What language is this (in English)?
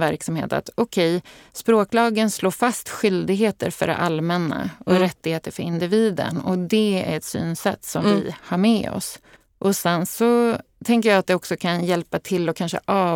Swedish